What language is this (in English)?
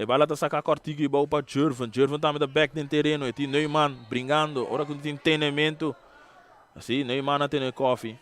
Papiamento